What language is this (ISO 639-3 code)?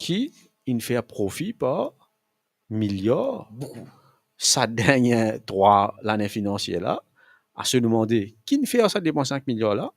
mfe